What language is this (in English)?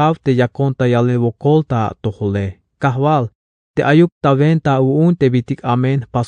Tzeltal